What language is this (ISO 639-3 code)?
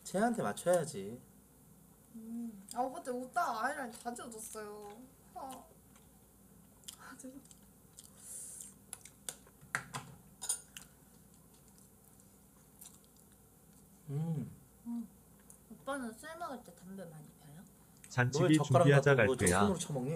kor